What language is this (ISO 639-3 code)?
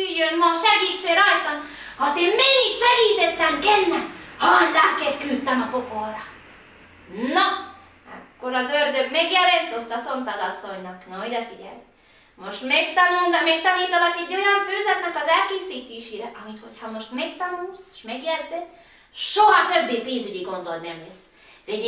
hun